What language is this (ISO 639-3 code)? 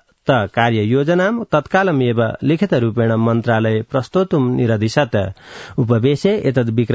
san